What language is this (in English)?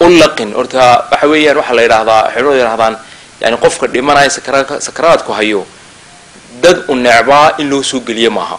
Somali